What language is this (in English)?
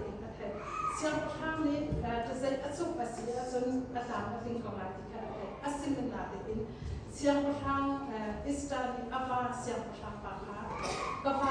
Hakha Chin